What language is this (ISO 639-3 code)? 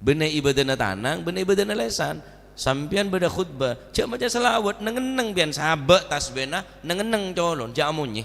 mad